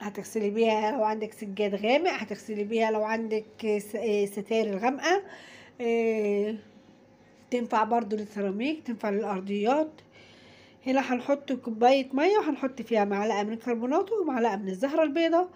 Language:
Egyptian Arabic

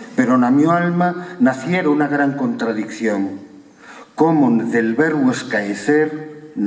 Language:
Asturian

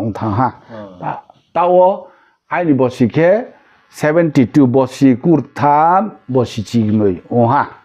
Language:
Riang (India)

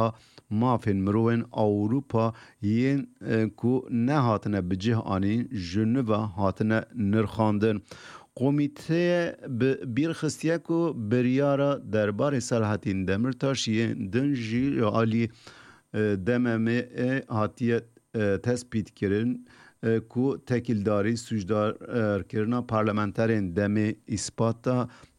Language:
Kurdish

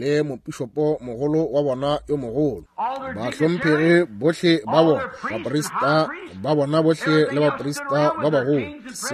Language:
Northern Sotho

